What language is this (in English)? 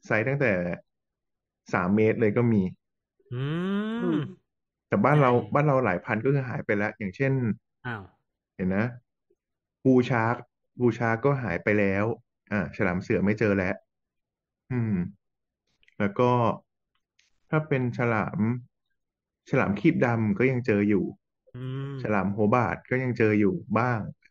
Thai